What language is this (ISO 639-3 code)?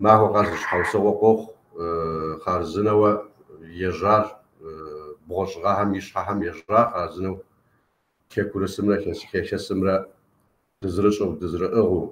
kbd